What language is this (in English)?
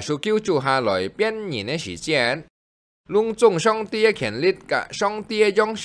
Hakka Chinese